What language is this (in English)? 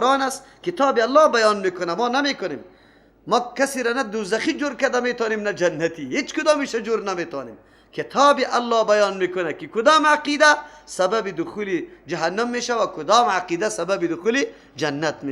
Persian